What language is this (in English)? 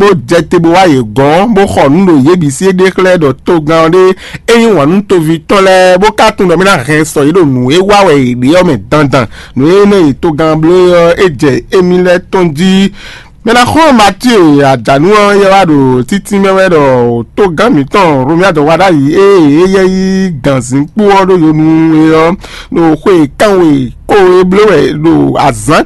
Fon